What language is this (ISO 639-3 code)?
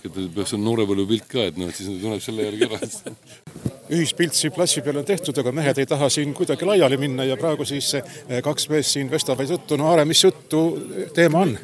est